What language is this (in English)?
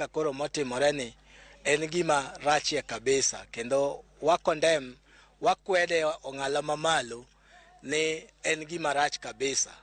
Luo (Kenya and Tanzania)